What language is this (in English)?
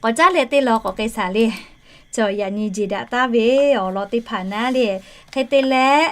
Lahu